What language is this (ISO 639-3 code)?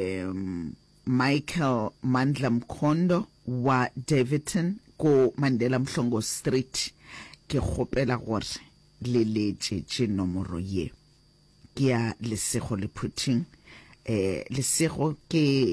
nso